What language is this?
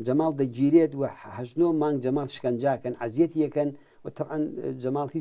Central Kurdish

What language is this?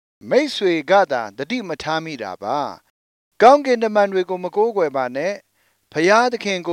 Burmese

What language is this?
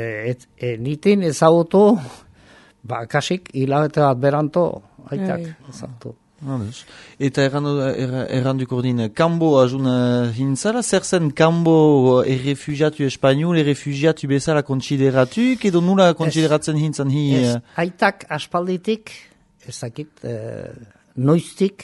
Basque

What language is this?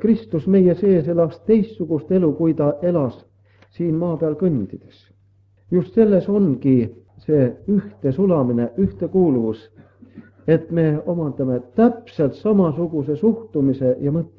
Estonian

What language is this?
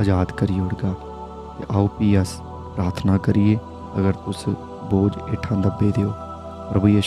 Dogri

